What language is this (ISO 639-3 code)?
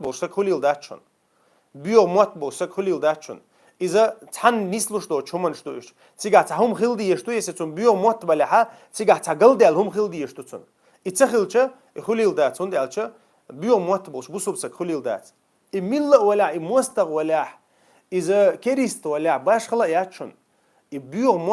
che